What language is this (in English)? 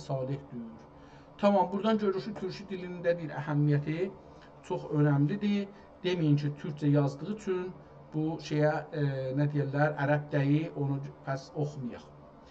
South Azerbaijani